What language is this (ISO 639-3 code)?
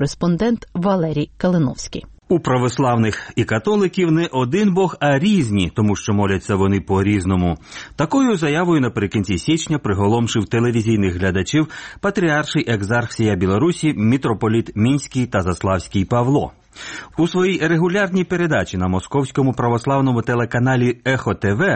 ukr